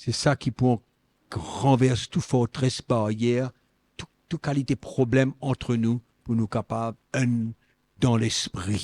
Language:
Morisyen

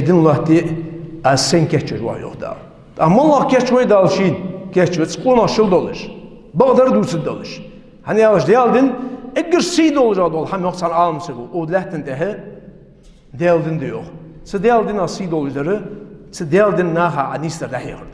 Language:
Ingush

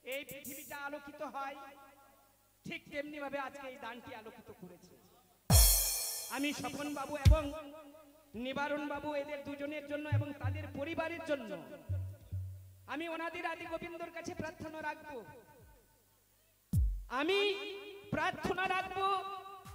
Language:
Bangla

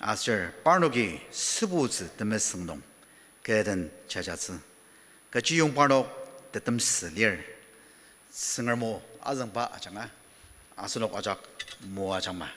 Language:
Ao Naga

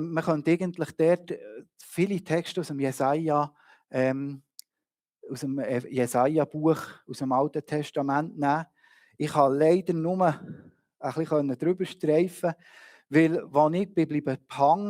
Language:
Swiss German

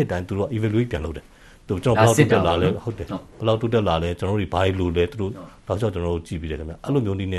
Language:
Burmese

